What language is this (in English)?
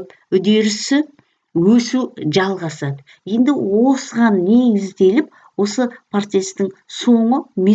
Kazakh